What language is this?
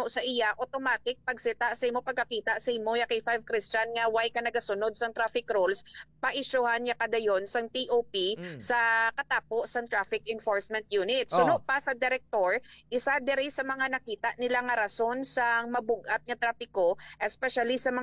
Hiligaynon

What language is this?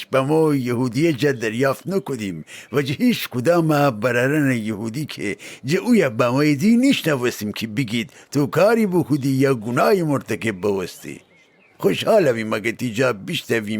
Gilaki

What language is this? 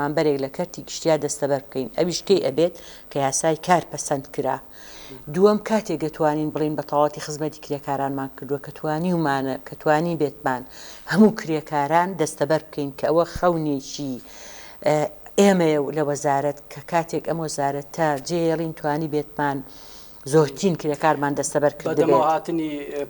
Central Kurdish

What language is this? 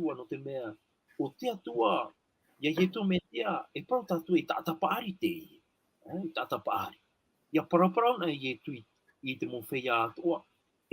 Tahitian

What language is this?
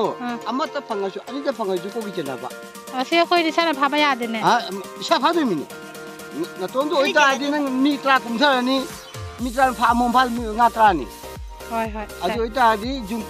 Manipuri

